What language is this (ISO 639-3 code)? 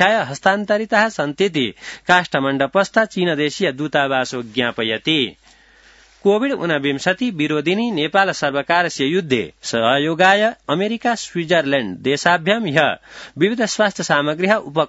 san